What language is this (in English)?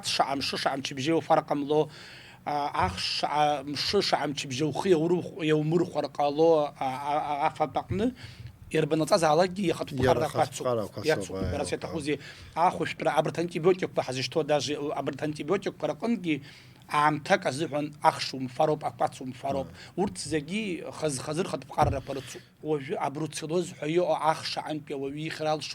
Abkhazian